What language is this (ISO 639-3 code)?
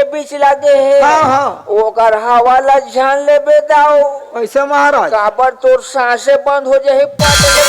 hne